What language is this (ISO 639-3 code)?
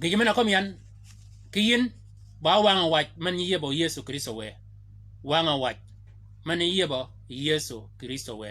shk